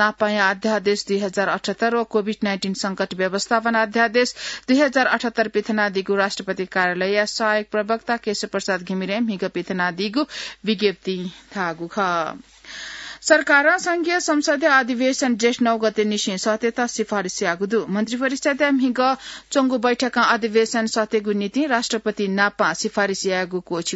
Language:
Newari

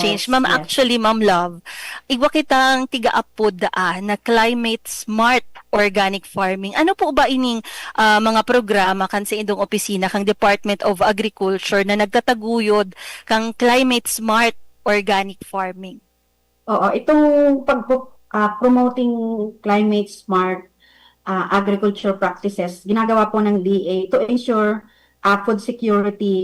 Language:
Bikol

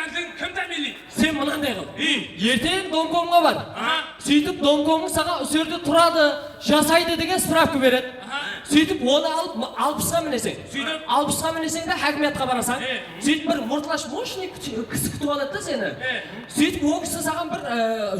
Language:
Kara-Kalpak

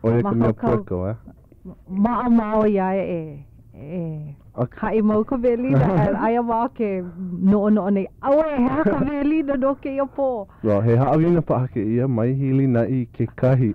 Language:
Hawaiian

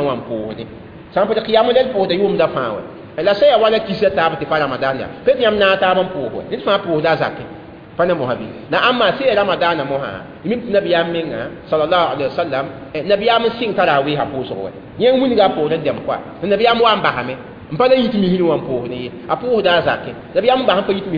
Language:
Mossi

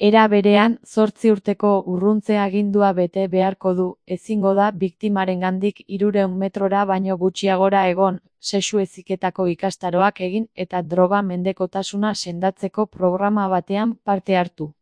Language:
Basque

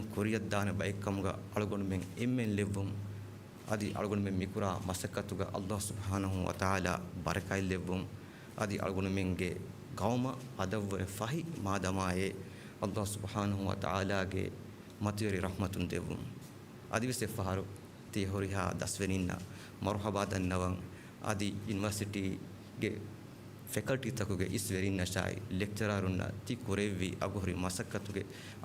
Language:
Divehi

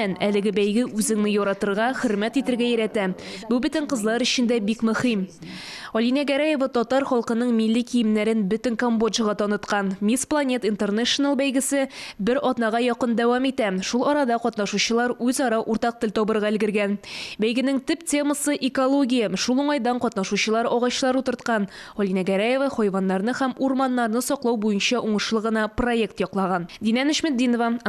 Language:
Tatar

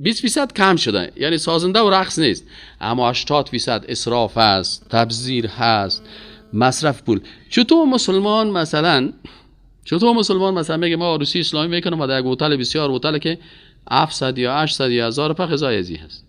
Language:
Persian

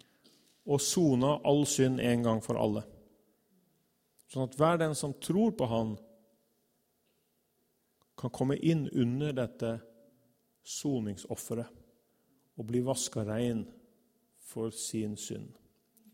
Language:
Norwegian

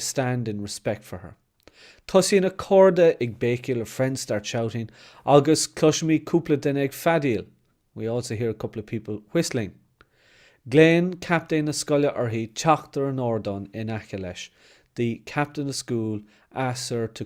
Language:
Irish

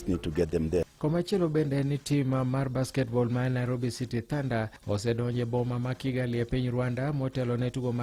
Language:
Luo (Kenya and Tanzania)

